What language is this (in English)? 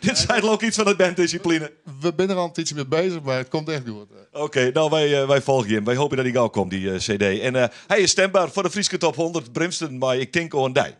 Western Frisian